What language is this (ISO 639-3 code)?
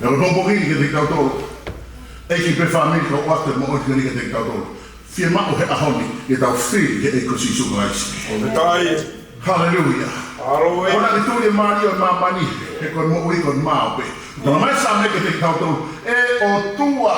ton